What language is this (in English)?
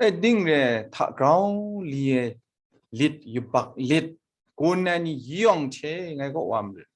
Kachin